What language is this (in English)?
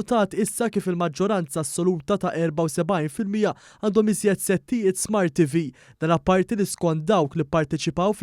Maltese